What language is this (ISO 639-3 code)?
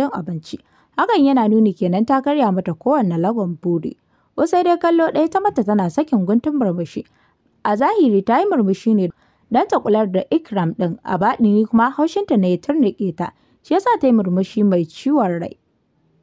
hau